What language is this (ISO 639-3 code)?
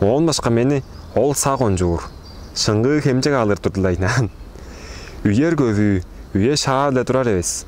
tyv